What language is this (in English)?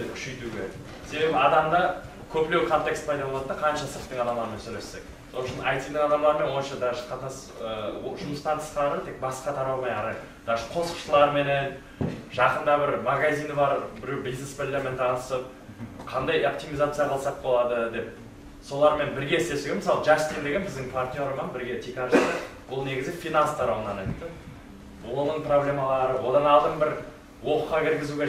Kara-Kalpak